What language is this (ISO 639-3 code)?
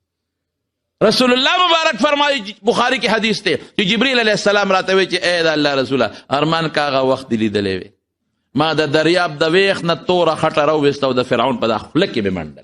pus